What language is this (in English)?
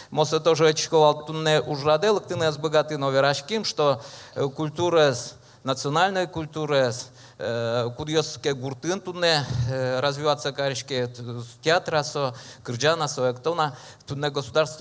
Udmurt